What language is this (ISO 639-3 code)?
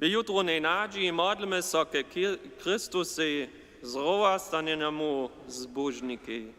hsb